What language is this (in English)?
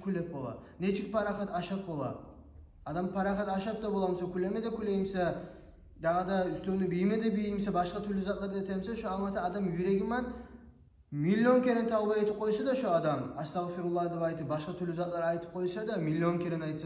Kumyk